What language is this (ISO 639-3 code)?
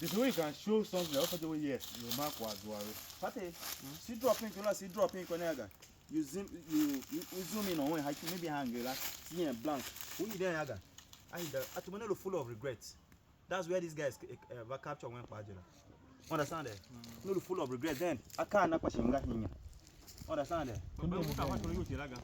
tiv